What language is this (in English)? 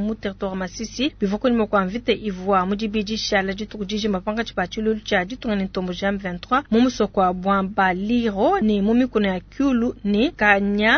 Luba-Lulua